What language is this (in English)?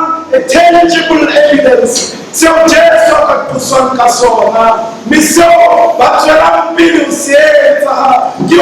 Southern Sotho